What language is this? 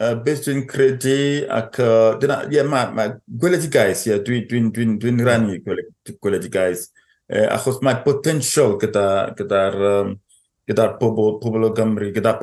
Welsh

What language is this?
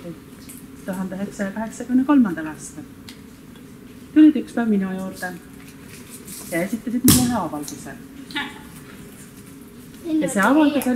Estonian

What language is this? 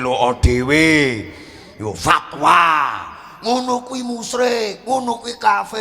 Javanese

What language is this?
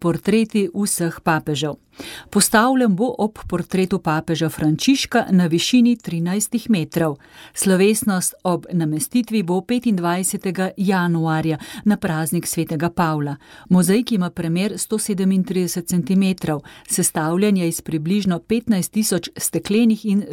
Slovenian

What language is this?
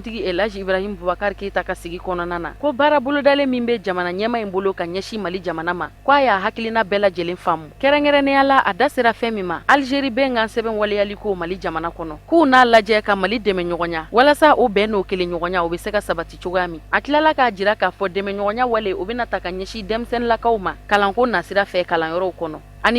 Bambara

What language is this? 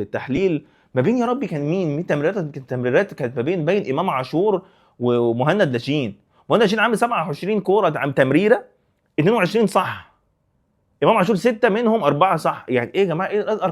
Egyptian Arabic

